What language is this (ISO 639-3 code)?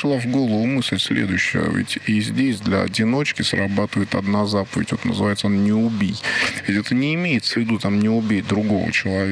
rus